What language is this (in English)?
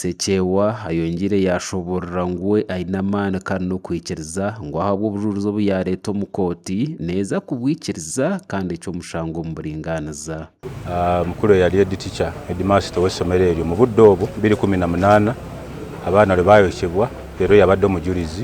Nyankole